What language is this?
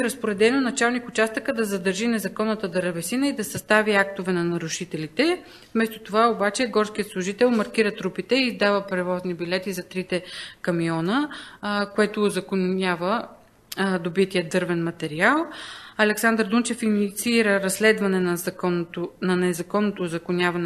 Bulgarian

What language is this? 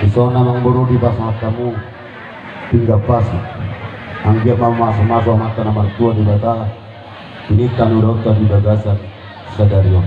Batak Toba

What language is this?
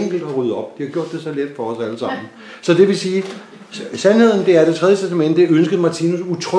Danish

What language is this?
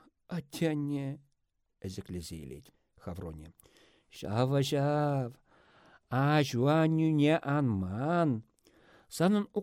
Chuvash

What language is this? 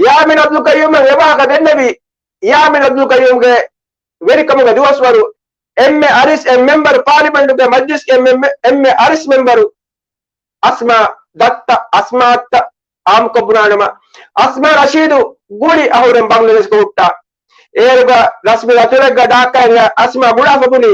Divehi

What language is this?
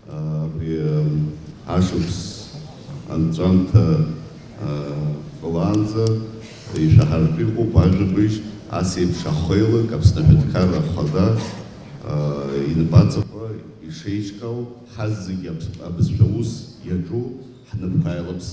Abkhazian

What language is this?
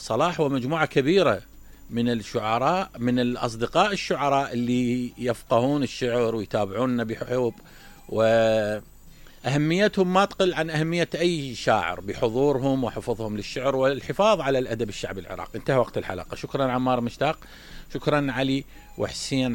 Mesopotamian Arabic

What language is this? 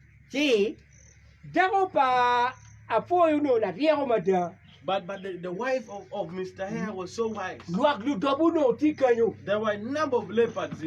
Acoli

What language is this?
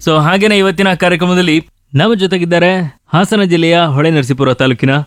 Kannada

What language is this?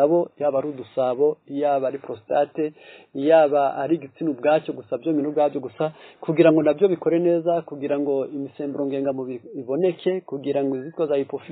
Kinyarwanda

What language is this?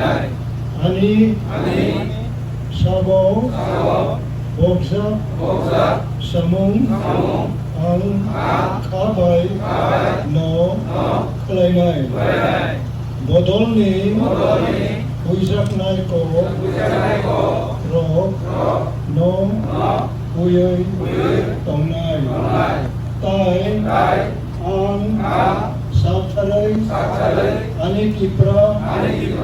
Kok Borok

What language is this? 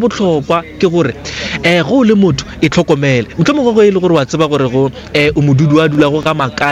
Northern Sotho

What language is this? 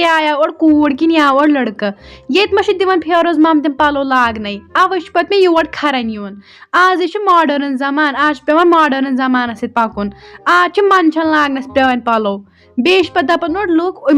Kashmiri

